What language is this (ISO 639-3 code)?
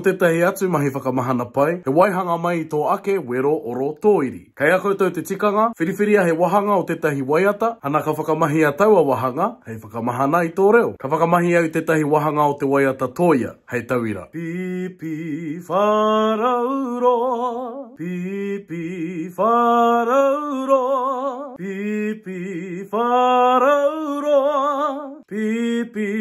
mri